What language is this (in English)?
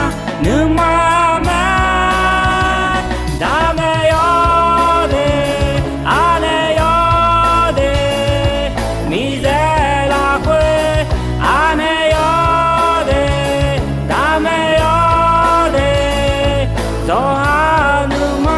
Akha